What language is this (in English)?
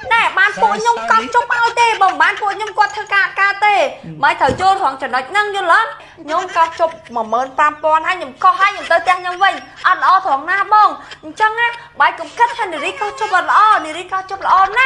Khmer